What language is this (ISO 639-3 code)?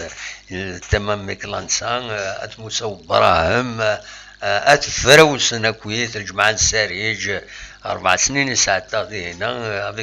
kab